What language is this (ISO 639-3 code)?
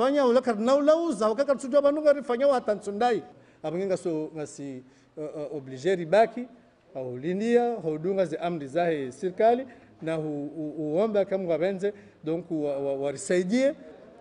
zdj